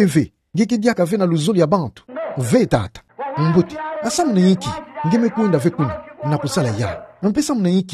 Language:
Kituba (Democratic Republic of Congo)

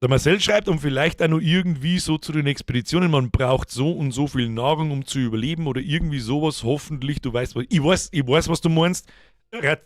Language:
Bavarian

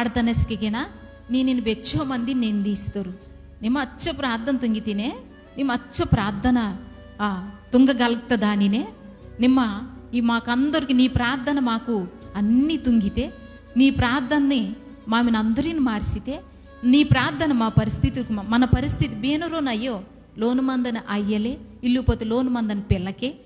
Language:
Koya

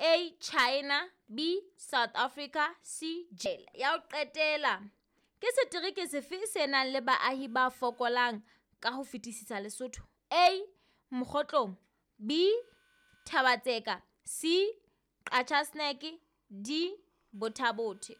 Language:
Southern Sotho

